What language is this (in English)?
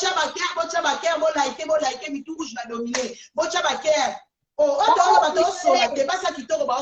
Lingala